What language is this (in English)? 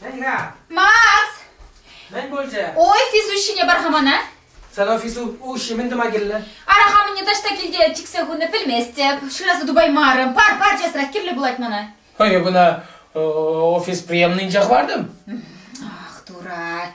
Chuvash